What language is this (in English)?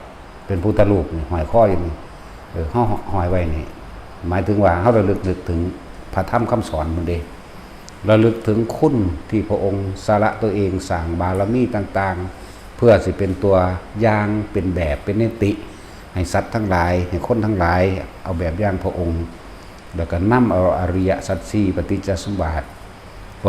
Northeastern Thai